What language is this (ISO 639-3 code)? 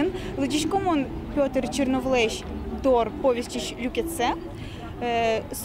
udm